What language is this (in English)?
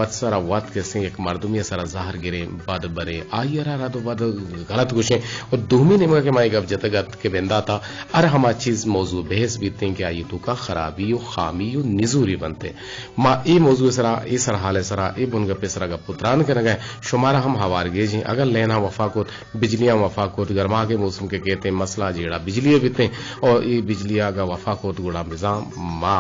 Eastern Balochi